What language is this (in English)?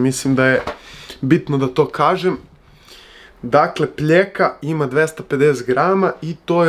Serbian